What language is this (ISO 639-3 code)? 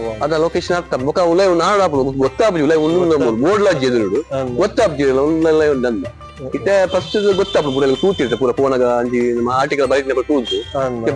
tcy